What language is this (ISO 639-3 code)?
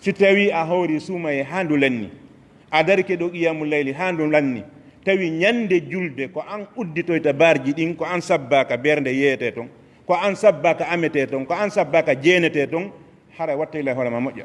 ful